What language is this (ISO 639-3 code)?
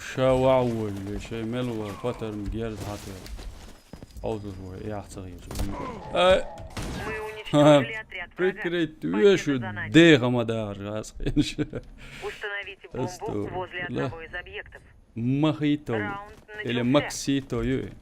che